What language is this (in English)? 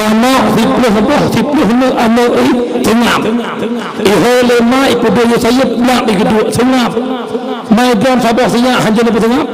Achinese